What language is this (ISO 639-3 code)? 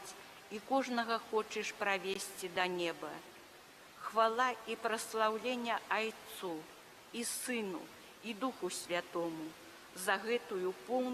bel